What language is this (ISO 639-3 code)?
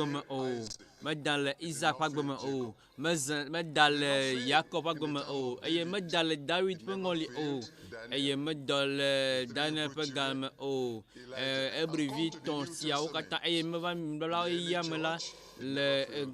ewe